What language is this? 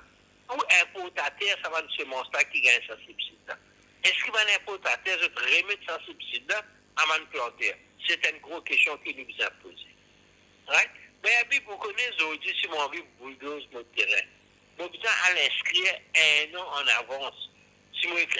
Morisyen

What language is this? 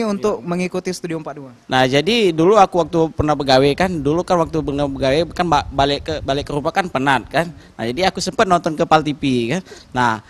Musi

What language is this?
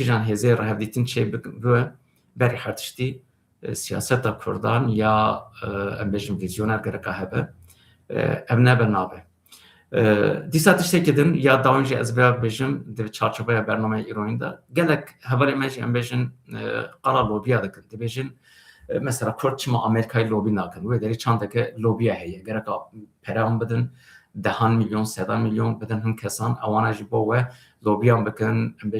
Kurdish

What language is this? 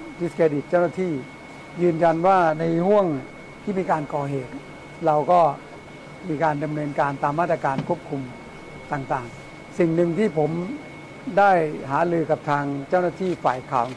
Thai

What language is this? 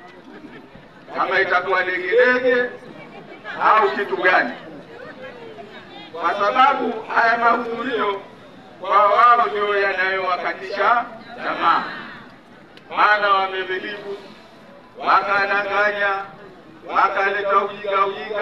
Swahili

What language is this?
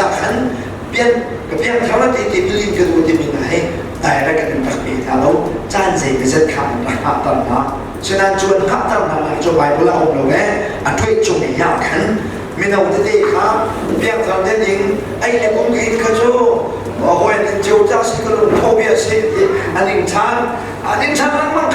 Hakha Chin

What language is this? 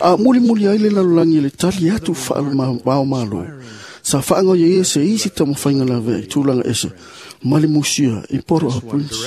Samoan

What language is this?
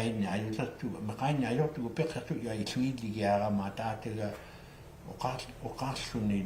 Inuktitut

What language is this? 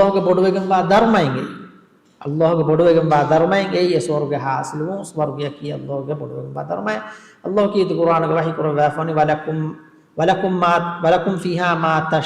Divehi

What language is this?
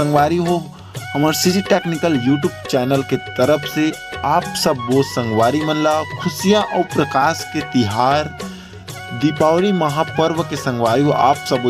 Chhattisgarhi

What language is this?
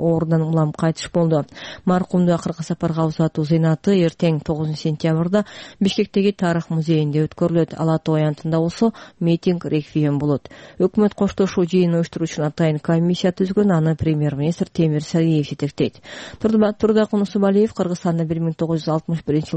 Kyrgyz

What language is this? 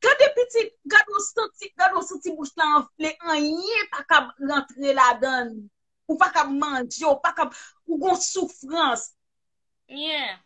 Haitian Creole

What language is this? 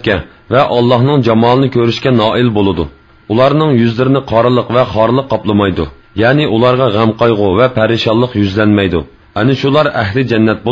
Uyghur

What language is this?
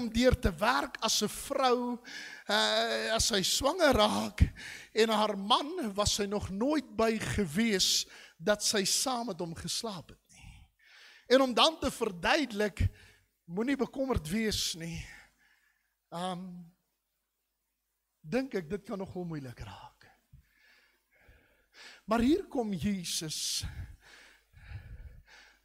Afrikaans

